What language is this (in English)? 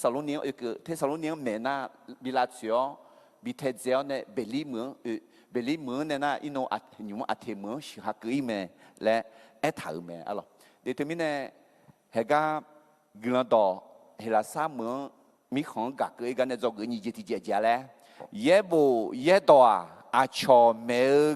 Akha